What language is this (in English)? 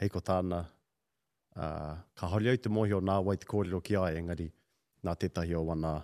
Māori